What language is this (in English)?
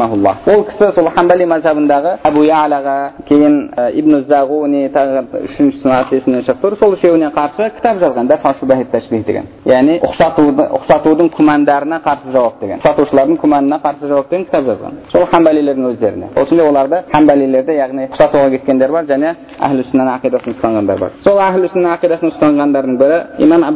Kazakh